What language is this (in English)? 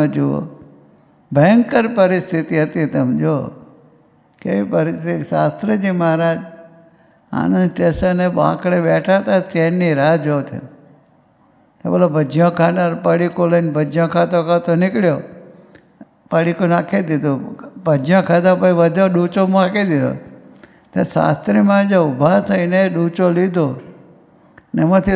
Gujarati